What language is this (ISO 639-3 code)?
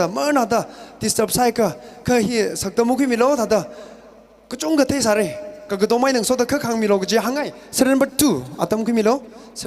nmf